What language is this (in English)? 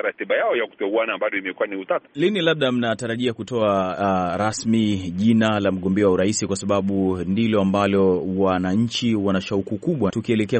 Swahili